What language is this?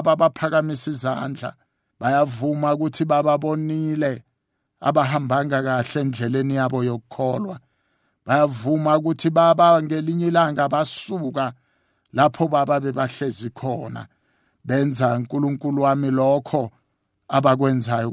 South Ndebele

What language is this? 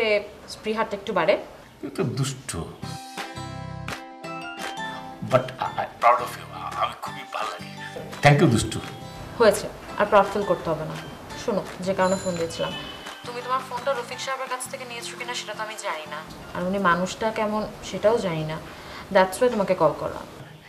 Bangla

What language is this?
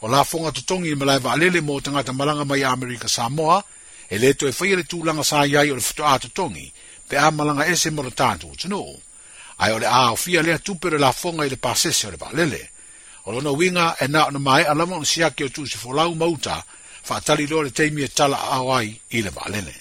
Samoan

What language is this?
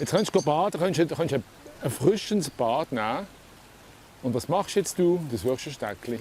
Swiss German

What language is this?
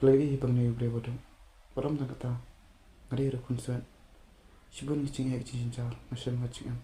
Khasi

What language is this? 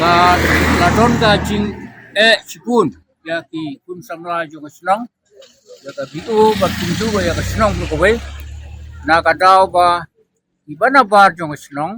Khasi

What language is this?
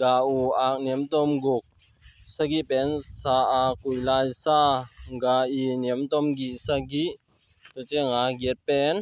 Tedim Chin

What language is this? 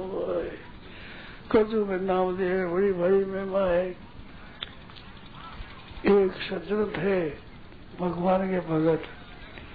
Hindi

